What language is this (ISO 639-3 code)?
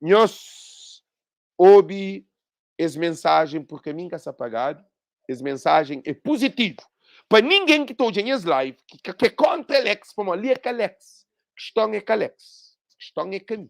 kea